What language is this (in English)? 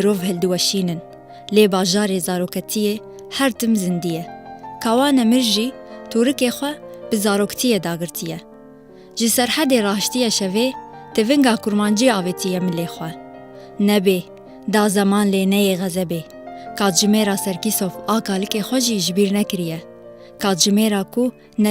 Kurdish